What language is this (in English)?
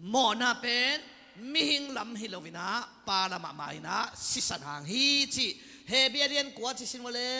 Tedim Chin